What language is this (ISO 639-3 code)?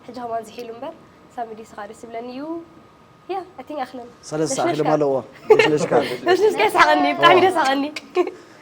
tir